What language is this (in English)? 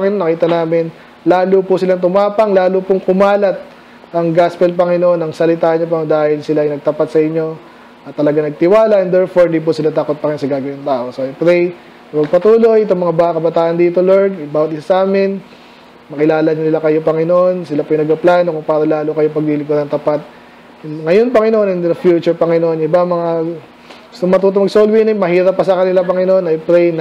Filipino